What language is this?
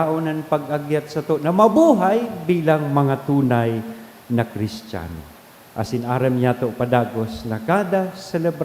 Bikol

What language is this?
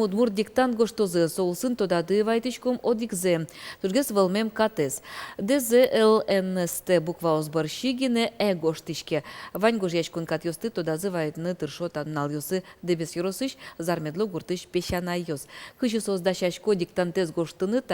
Udmurt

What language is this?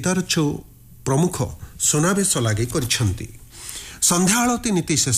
Odia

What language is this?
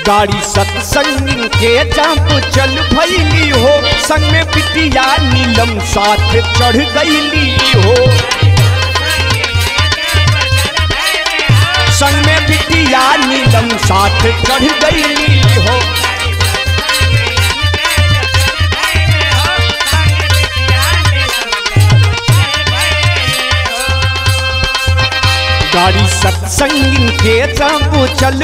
Bhojpuri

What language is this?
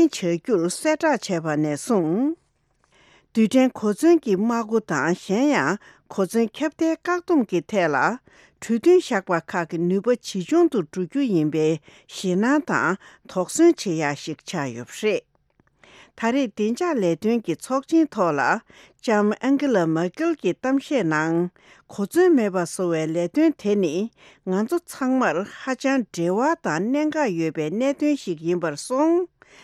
Tibetan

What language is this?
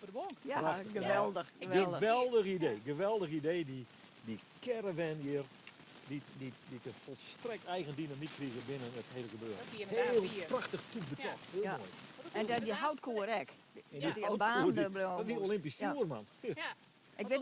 Western Frisian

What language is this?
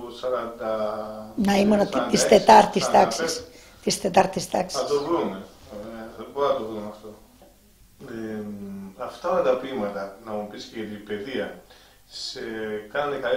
Greek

